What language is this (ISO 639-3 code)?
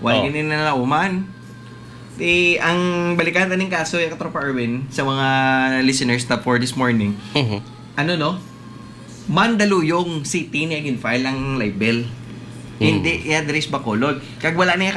hil